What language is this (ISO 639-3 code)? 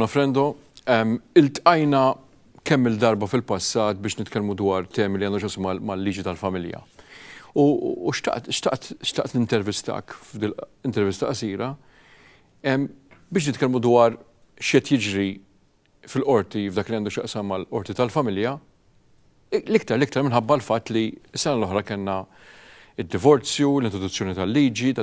mlt